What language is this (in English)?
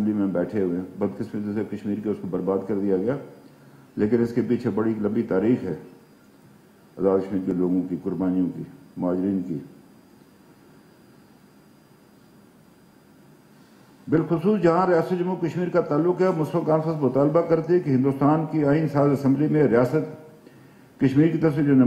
Urdu